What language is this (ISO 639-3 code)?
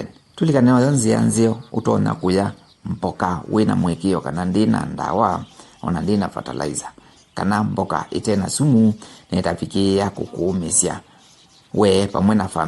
kam